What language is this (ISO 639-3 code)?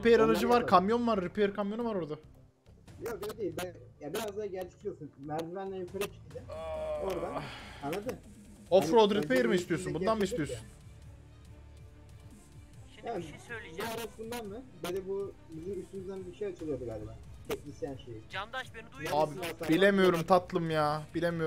tur